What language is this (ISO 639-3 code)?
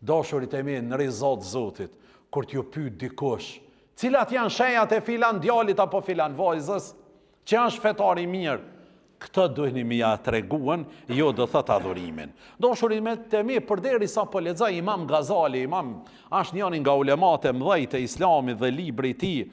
sqi